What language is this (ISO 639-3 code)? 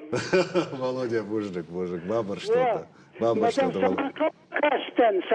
oss